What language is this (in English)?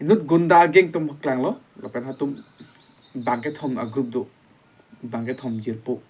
Karbi